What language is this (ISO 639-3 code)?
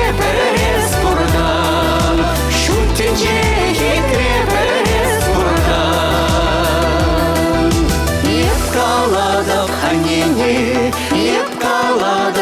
chv